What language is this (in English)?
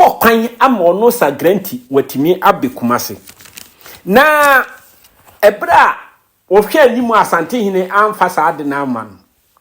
Akan